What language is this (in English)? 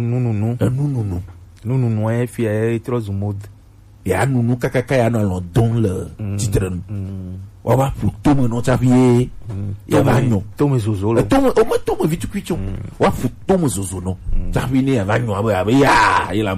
Gen